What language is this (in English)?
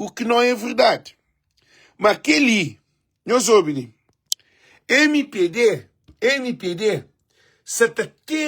Kabuverdianu